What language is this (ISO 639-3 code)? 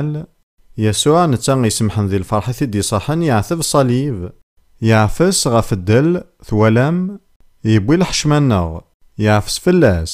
kab